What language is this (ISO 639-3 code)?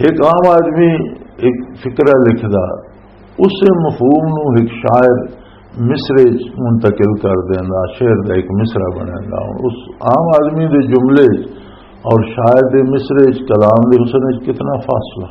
lah